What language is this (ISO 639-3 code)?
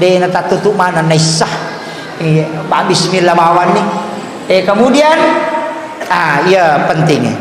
bug